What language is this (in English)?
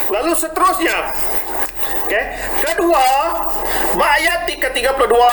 Iban